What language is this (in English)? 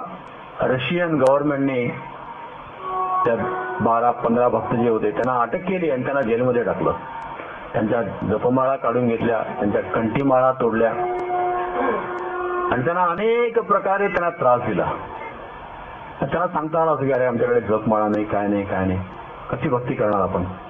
Marathi